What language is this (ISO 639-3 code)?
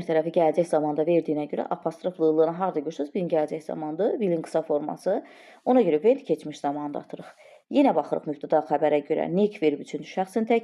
aze